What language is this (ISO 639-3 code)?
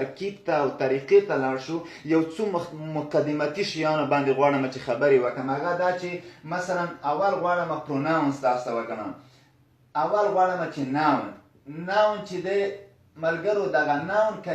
pus